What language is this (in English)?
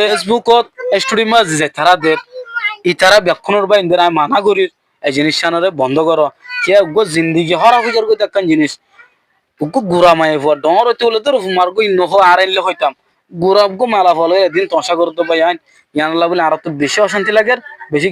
Rohingya